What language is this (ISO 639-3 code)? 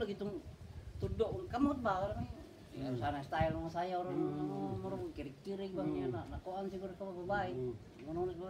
ceb